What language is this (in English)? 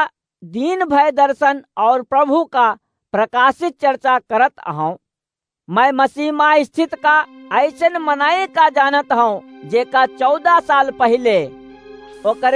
Awadhi